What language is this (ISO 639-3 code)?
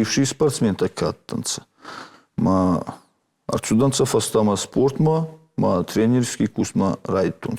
oss